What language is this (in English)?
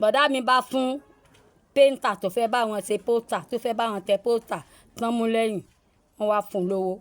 Yoruba